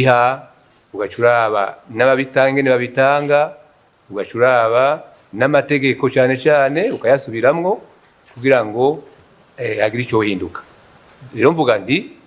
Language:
Rundi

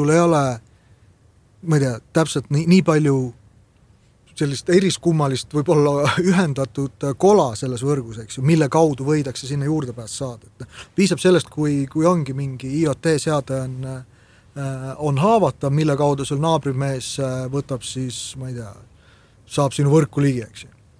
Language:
Estonian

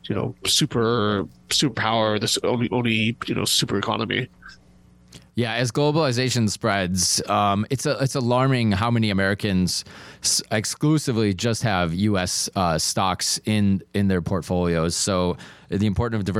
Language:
English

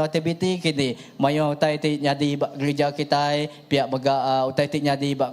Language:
Iban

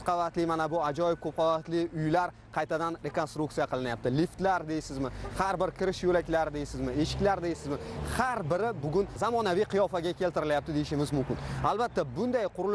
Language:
Uzbek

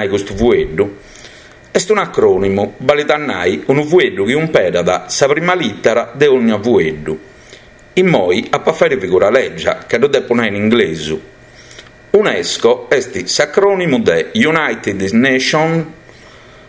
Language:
Sardinian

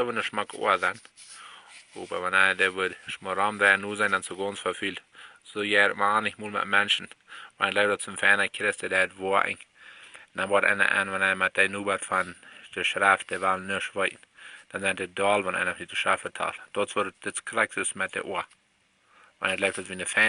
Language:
Plautdietsch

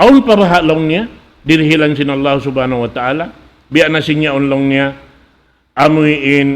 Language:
Tausug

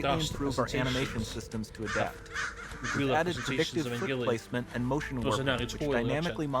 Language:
Welsh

